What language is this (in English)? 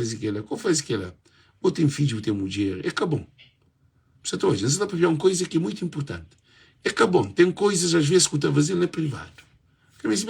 Kabuverdianu